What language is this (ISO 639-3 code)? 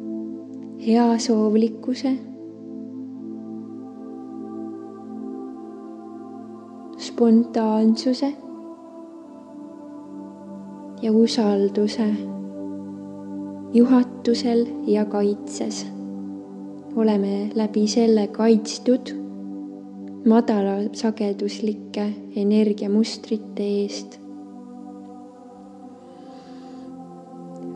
est